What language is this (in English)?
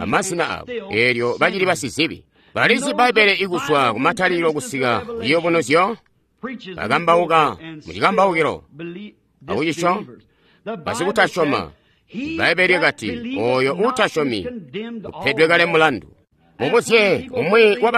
Tonga (Zambia)